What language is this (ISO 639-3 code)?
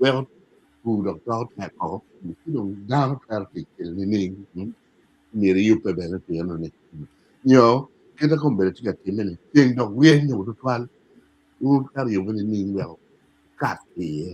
ach